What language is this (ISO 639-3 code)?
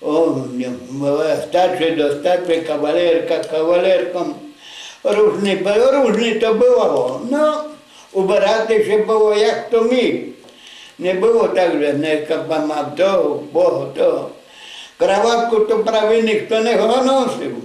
rue